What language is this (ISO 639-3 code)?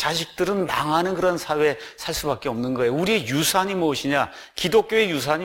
kor